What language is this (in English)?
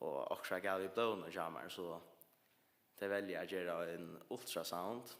Faroese